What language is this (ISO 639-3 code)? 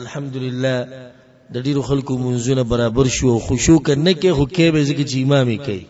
pus